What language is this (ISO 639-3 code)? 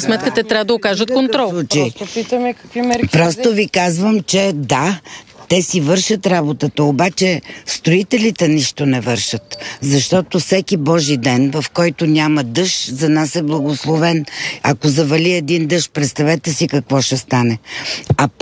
bul